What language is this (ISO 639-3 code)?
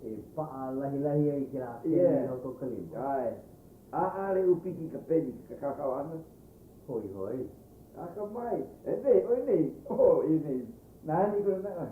haw